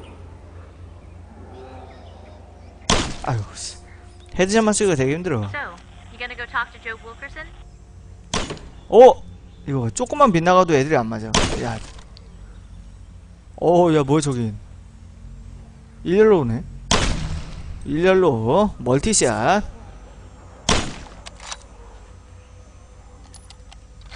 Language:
Korean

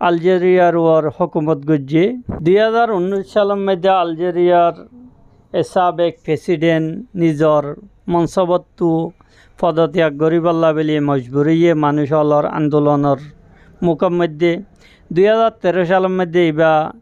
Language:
Rohingya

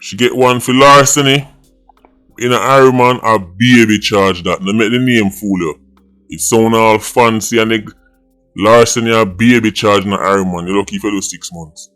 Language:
Jamaican Creole English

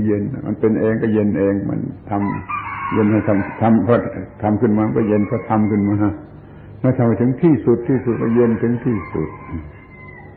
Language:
Thai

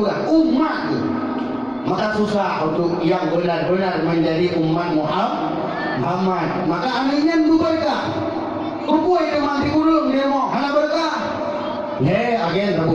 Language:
Achinese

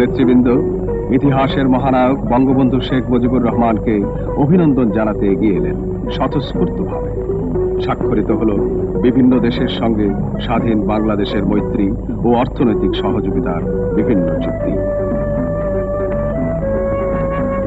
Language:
Bangla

